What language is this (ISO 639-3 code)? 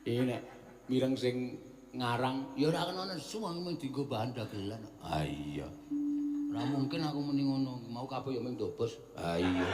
jav